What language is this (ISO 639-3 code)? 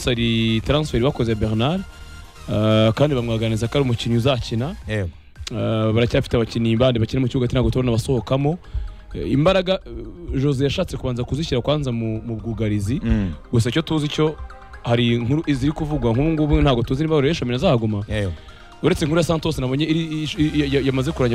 kin